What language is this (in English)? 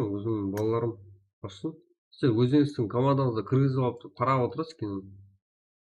Kara-Kalpak